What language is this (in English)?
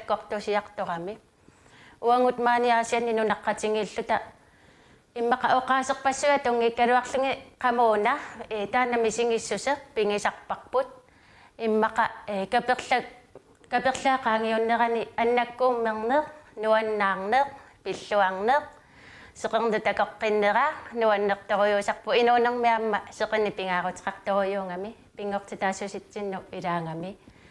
Kalaallisut